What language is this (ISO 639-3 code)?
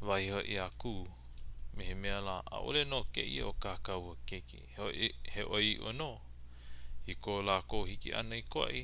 haw